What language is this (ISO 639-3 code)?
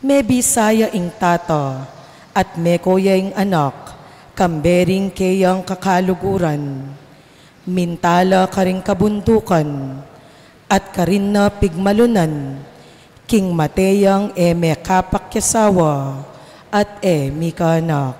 pam